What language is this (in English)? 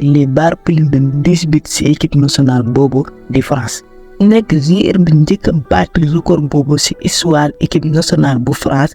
Wolof